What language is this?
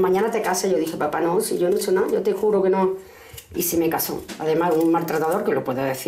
Spanish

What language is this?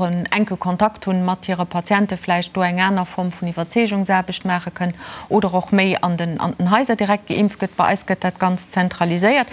Luxembourgish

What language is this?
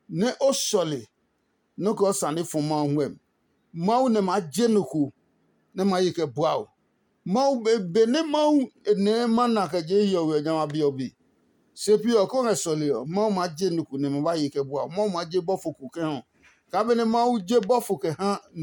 Adangme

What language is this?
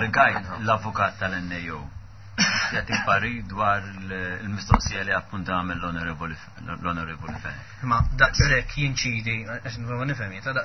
Maltese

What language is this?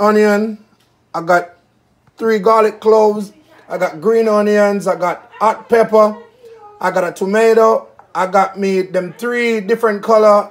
Jamaican Creole English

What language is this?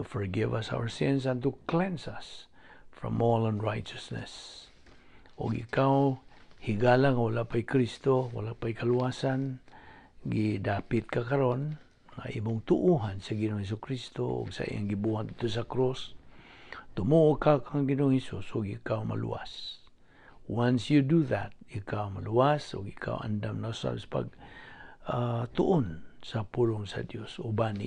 Cebuano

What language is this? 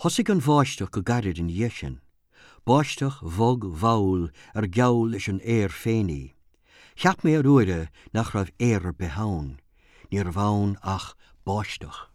Irish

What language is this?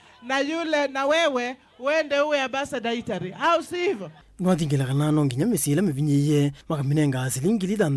Kamba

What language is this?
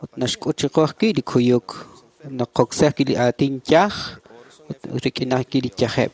Kekchí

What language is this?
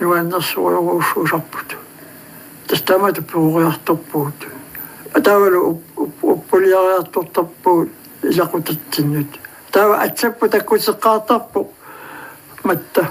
Kalaallisut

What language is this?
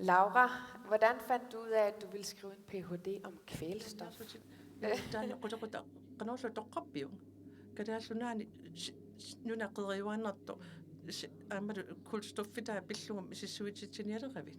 Kalaallisut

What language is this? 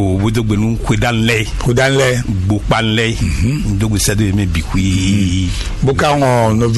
Fon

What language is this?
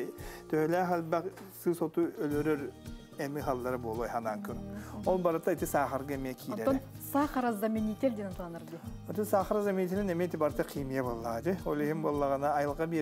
Yakut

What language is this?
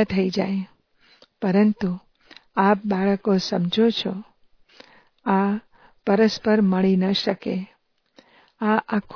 Gujarati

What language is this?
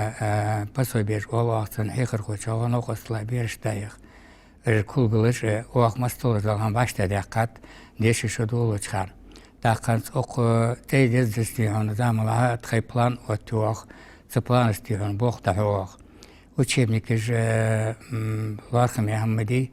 Ingush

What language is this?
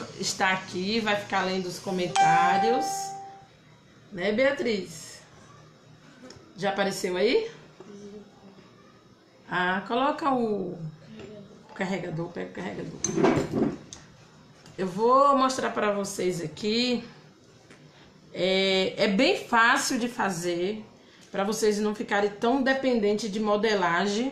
Portuguese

